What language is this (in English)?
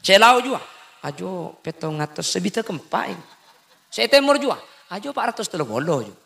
Madurese